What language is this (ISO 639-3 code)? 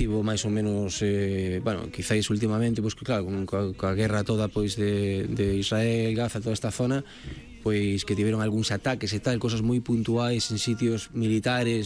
glg